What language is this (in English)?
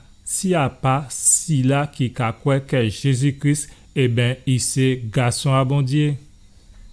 Guadeloupean Creole French